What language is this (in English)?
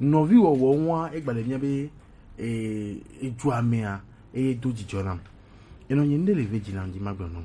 Gen